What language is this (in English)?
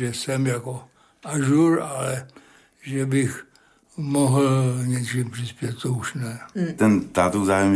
Czech